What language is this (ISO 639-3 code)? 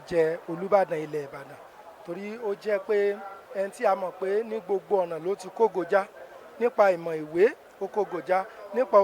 yor